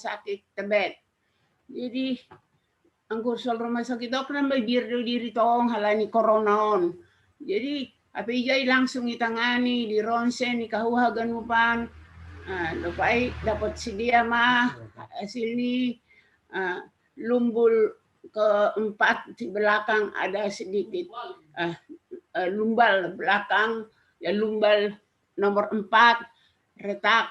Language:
Batak Simalungun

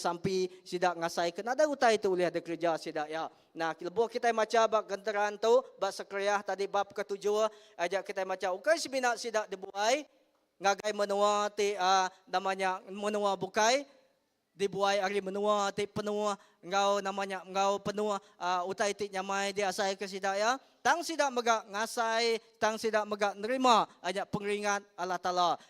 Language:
Iban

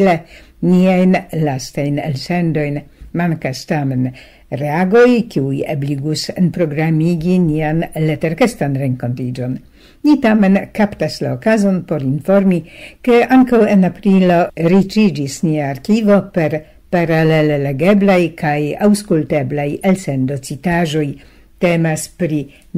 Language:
Esperanto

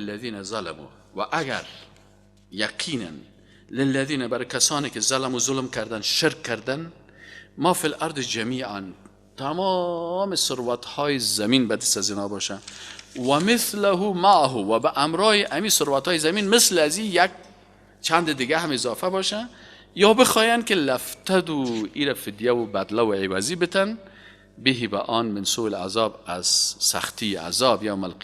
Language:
Persian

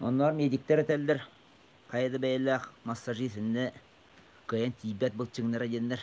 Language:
Yakut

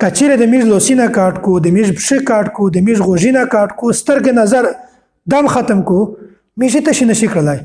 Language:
Pashto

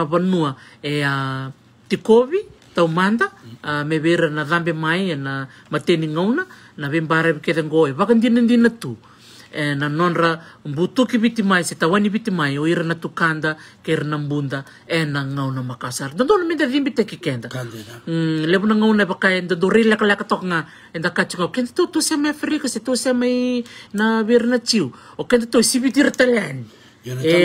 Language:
Fijian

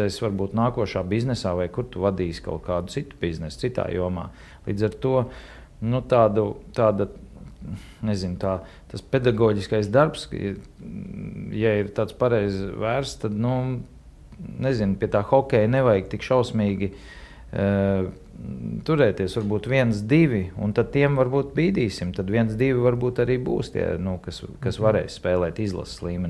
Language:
Latvian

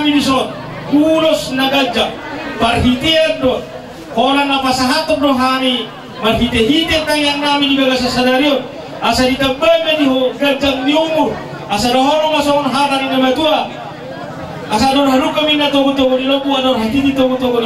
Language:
Batak Toba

